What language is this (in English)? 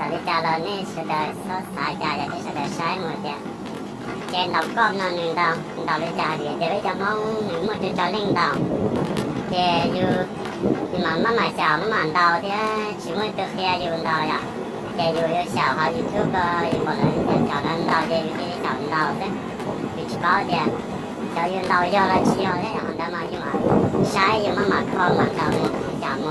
Hmong